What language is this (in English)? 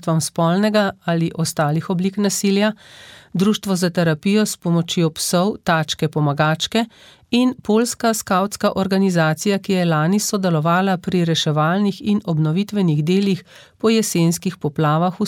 Slovenian